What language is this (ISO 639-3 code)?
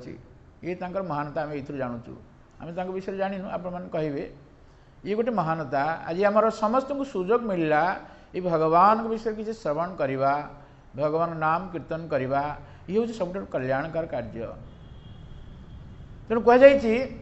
ori